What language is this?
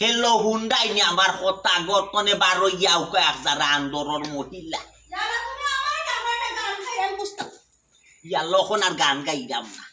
Sylheti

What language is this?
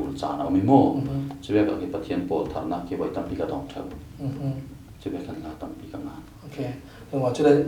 Falam Chin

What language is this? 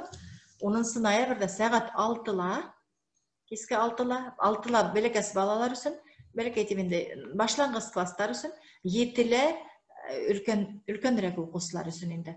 Bashkir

